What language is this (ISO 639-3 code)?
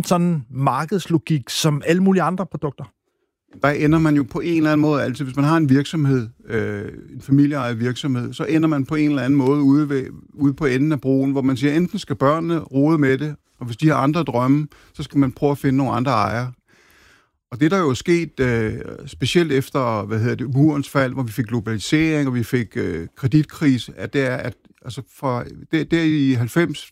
dan